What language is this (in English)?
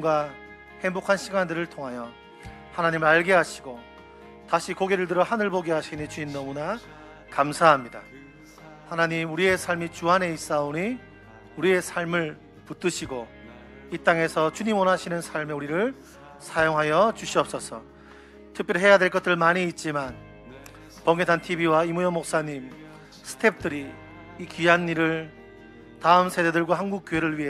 Korean